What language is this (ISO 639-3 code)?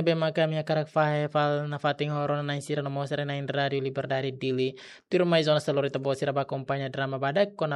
tet